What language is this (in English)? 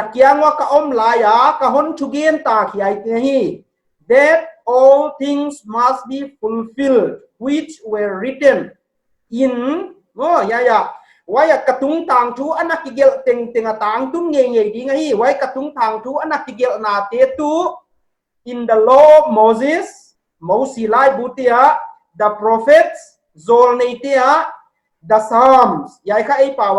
Paite Chin